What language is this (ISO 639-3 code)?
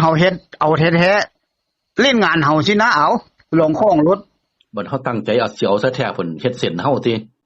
tts